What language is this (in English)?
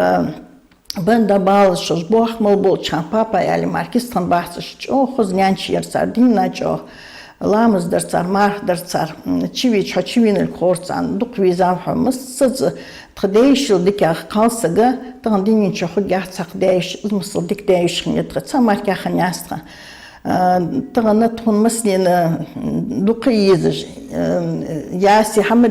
Ingush